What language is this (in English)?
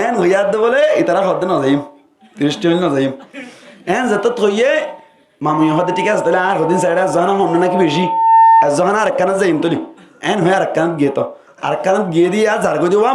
Rohingya